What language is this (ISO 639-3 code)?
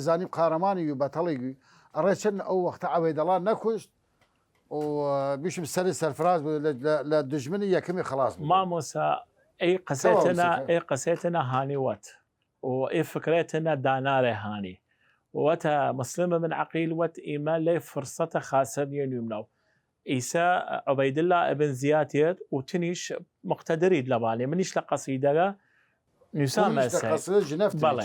sdh